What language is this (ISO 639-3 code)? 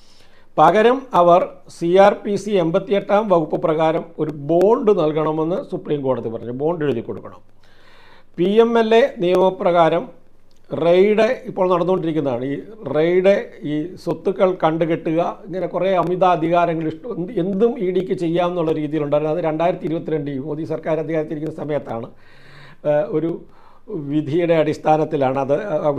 mal